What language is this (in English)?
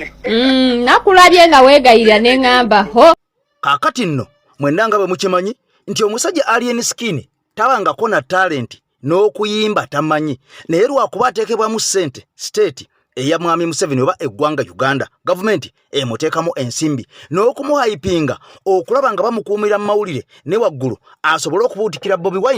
Ganda